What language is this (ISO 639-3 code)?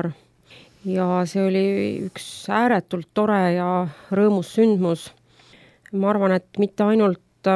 est